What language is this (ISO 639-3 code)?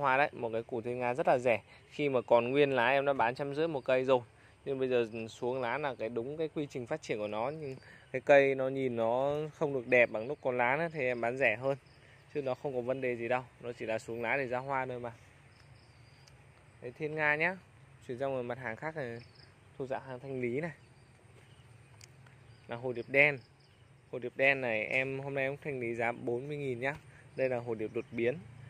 vie